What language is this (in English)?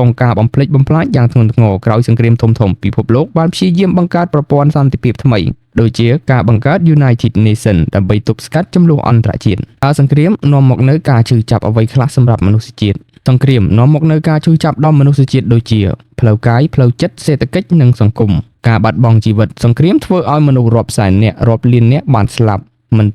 Khmer